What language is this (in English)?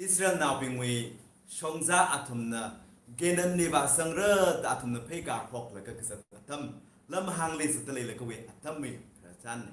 Tangkhul Naga (India)